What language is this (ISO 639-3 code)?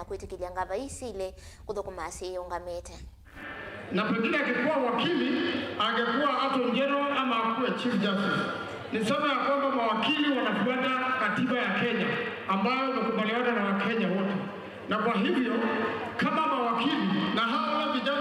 kam